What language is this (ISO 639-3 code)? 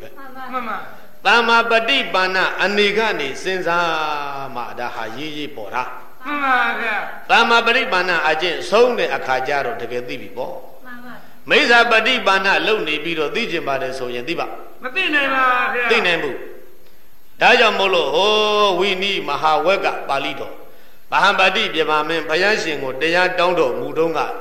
mya